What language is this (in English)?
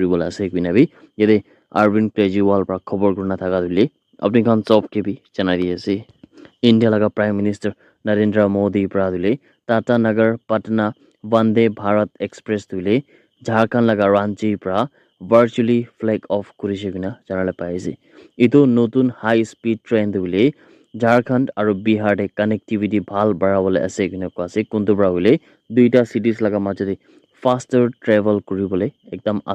Naga Pidgin